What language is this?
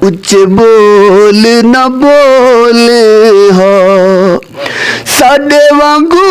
Saraiki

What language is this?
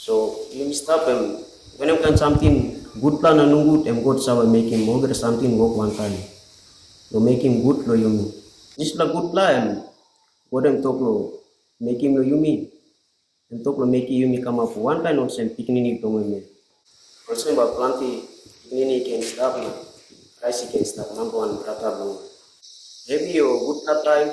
Tok Pisin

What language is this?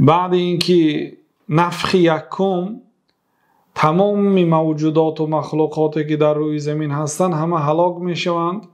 Persian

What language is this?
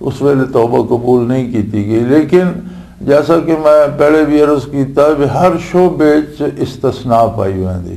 Western Panjabi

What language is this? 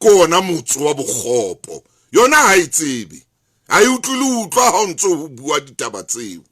Southern Sotho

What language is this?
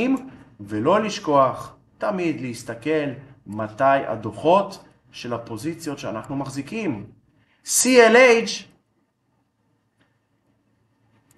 Hebrew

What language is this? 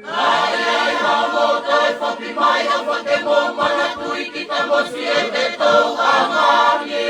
Tongan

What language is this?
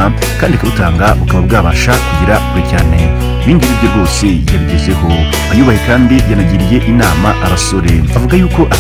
Kinyarwanda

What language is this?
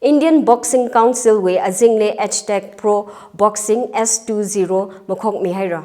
Tangkhul Naga (India)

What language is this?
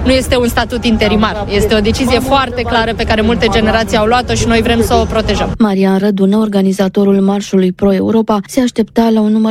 Romanian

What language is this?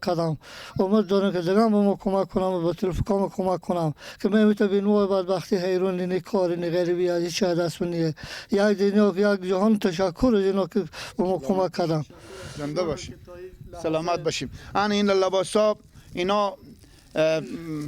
Persian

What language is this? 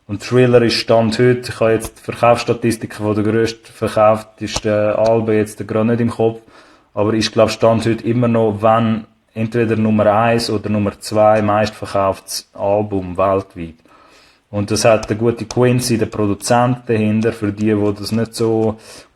Swiss German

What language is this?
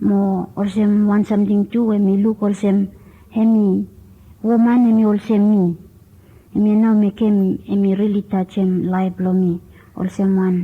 Bislama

